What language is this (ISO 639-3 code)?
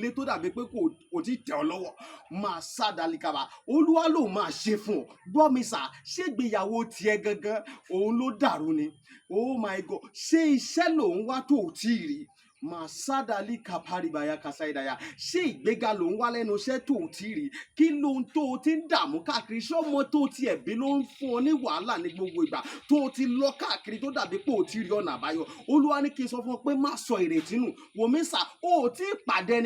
yor